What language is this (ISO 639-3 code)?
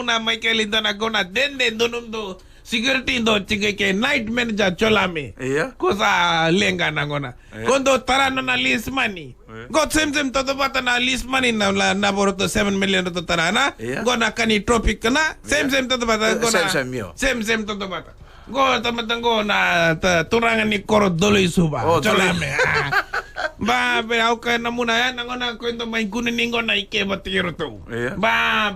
fij